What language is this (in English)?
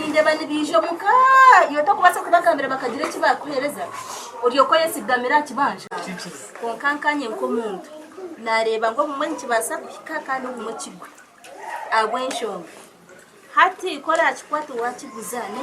Nyankole